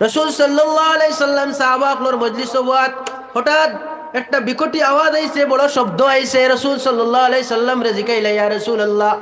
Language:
Sylheti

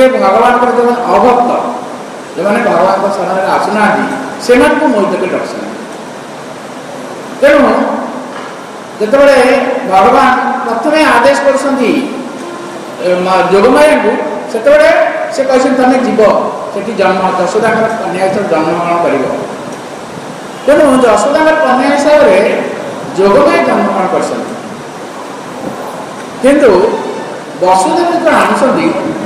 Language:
Odia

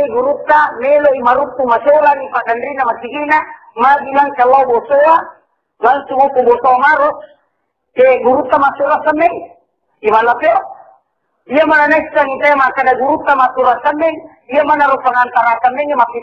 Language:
Buginese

